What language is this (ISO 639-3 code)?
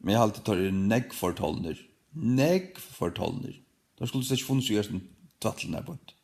fao